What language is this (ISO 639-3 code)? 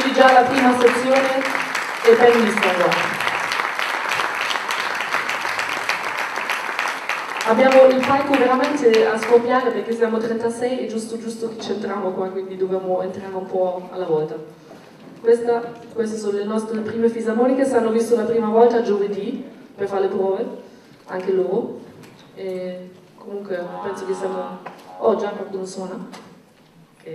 ita